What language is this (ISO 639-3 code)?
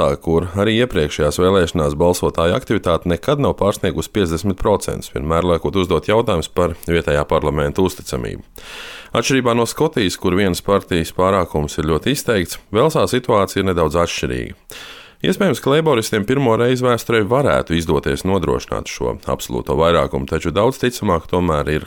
lav